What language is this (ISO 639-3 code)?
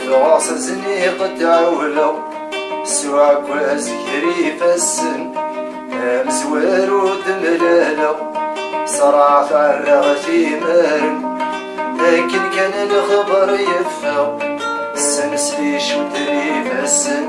kab